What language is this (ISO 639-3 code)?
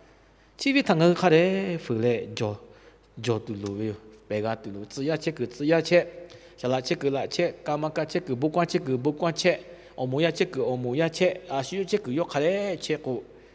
lhu